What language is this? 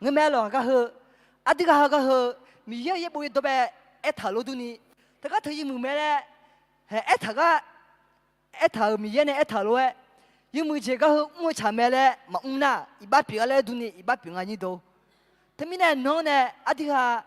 Akha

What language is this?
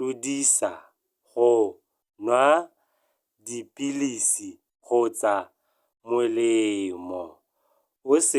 Tswana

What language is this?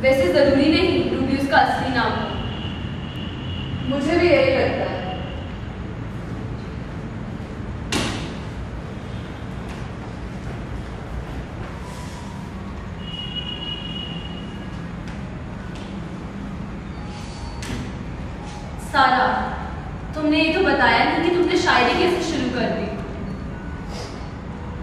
Hindi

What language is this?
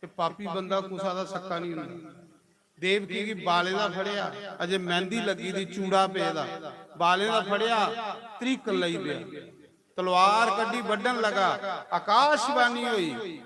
Dogri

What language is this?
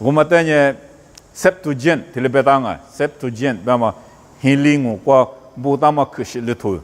Lisu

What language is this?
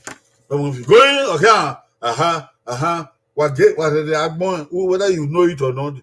Bini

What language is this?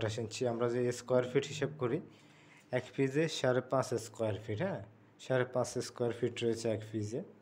Bangla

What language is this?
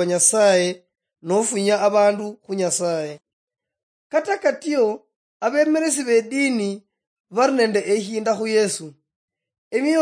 Luyia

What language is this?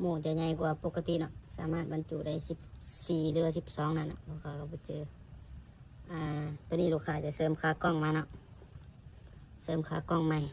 Lao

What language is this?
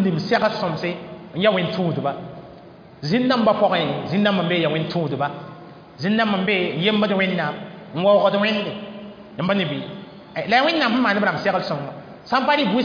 Mossi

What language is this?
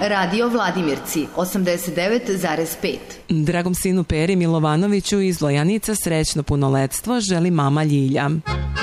Serbian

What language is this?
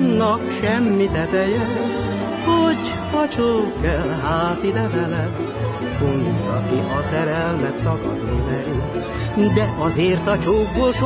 Hungarian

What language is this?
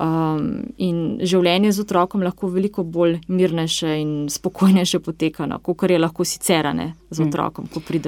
Slovenian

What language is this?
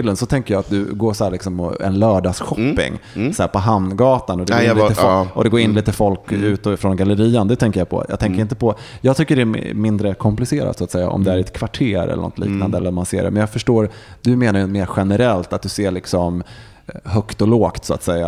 Swedish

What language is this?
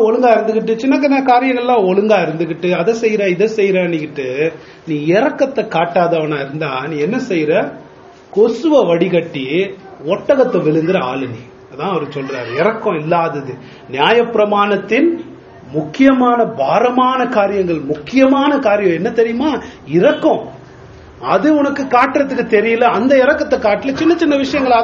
Tamil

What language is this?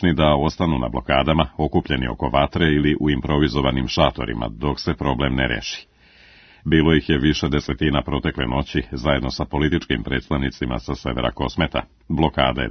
Serbian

